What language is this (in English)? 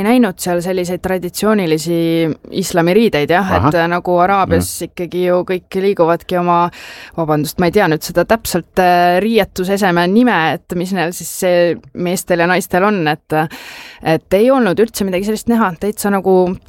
Estonian